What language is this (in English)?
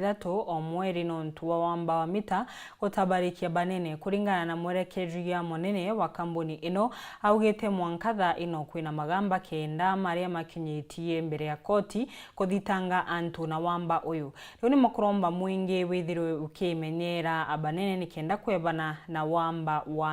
Meru